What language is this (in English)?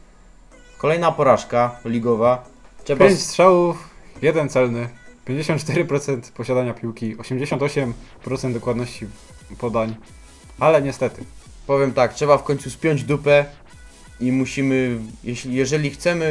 Polish